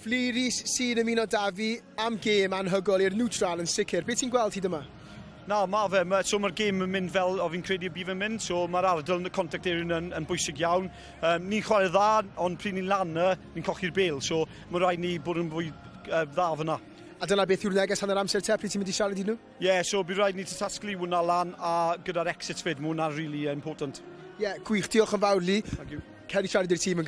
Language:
Welsh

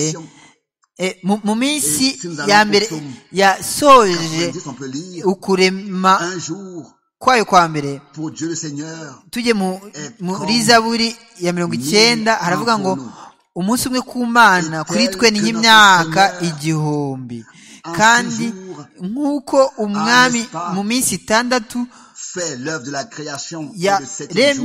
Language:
Kinyarwanda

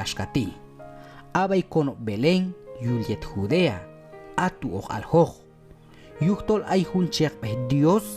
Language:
Q'anjob'al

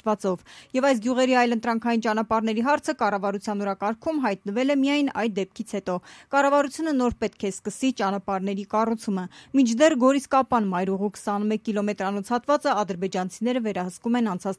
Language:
Armenian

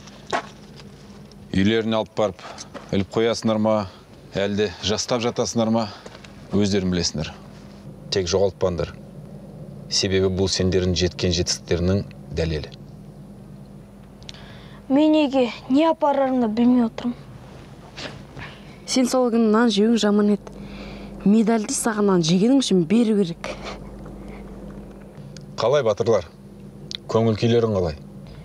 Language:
Kazakh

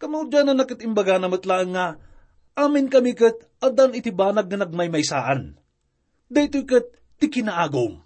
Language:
Iloko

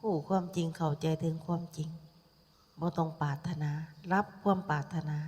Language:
Lao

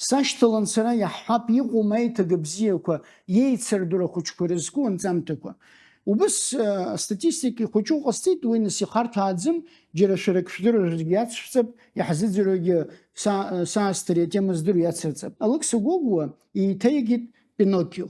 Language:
Abkhazian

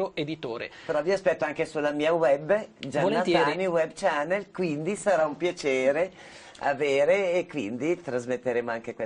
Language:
Italian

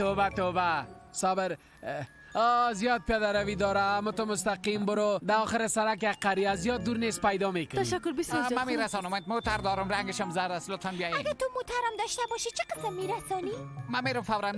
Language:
Persian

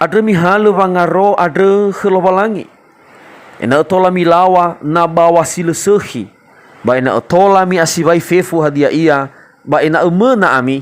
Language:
Nias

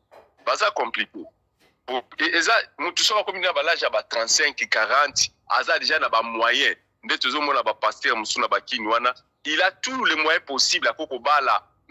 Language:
Lingala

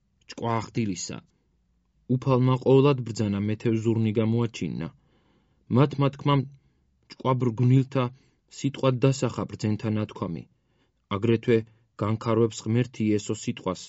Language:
Georgian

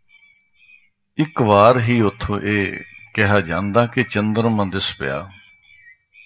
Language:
Punjabi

